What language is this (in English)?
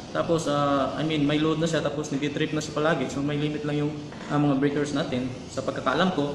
Filipino